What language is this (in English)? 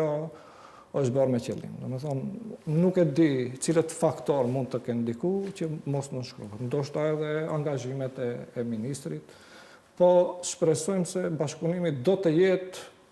Albanian